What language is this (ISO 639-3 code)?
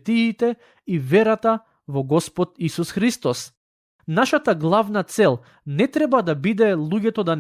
mkd